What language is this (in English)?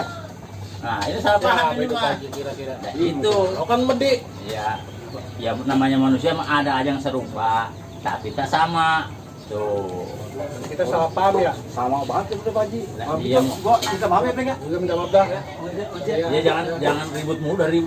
Betawi